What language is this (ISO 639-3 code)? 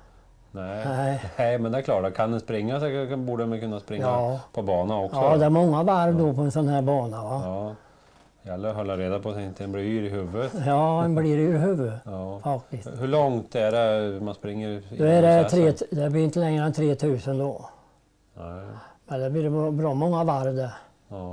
swe